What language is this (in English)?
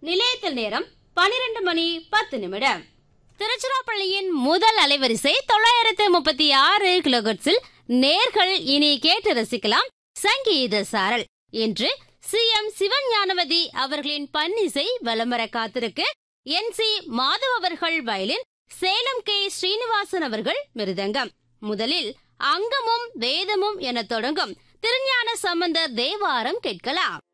Tamil